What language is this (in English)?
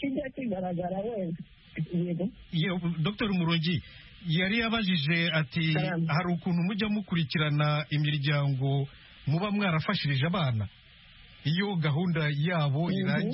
Kinyarwanda